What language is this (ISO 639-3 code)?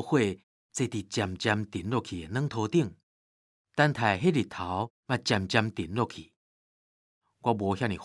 nan